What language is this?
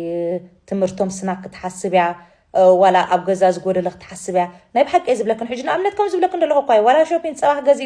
Tigrinya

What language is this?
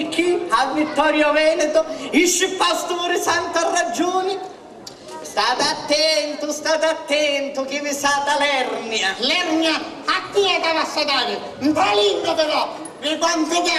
Sicilian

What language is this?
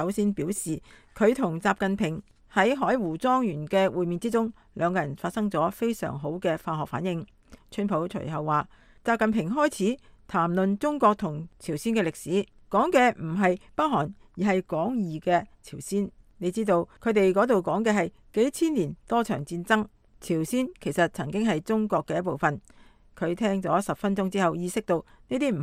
Cantonese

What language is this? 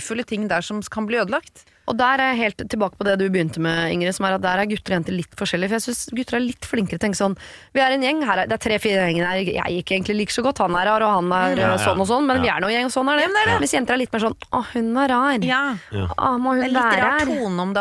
Norwegian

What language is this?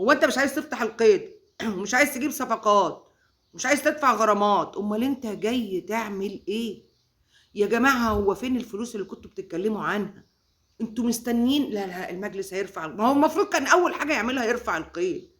Egyptian Arabic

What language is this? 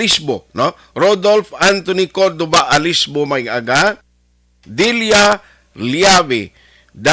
Hiligaynon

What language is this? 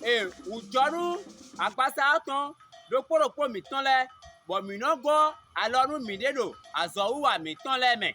Fon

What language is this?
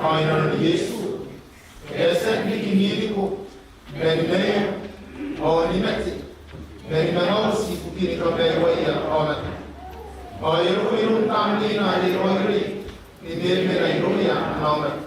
Gilbertese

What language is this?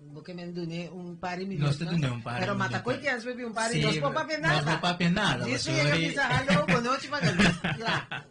Papiamento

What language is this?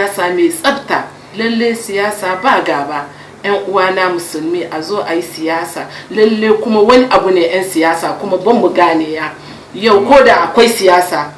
Hausa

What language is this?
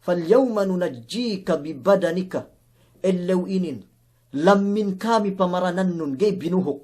Yakan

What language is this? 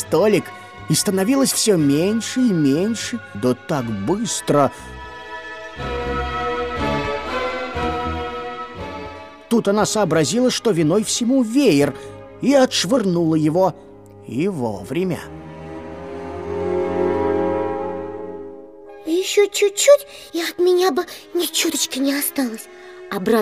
Russian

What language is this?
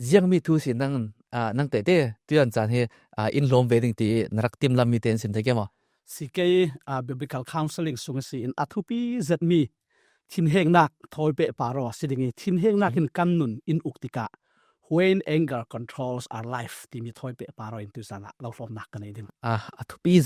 Falam Chin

